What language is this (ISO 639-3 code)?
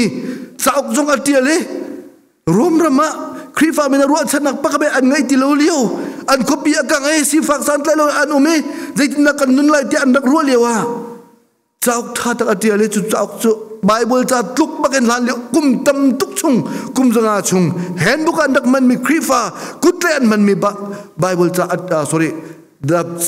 cnh